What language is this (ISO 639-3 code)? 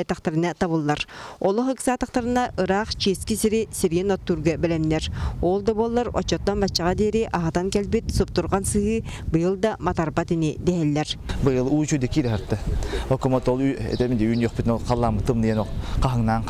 sah